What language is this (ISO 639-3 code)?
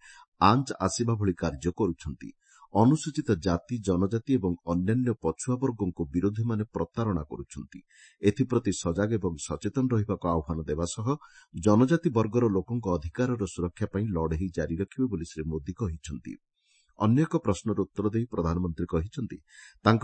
ori